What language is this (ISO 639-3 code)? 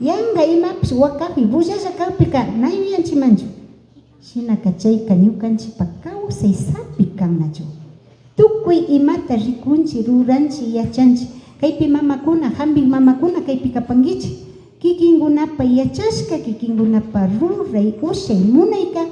qvi